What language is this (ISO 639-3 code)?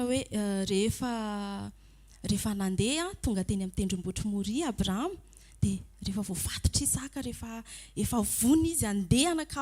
mlg